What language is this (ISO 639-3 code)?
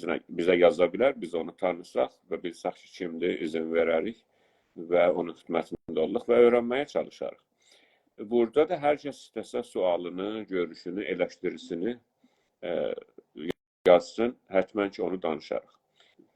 azb